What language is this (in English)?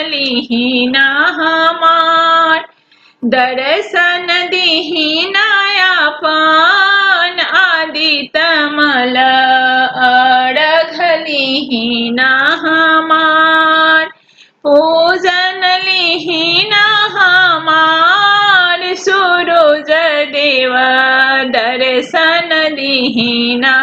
Bhojpuri